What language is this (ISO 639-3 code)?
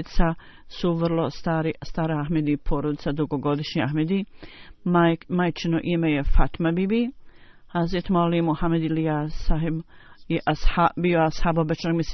bos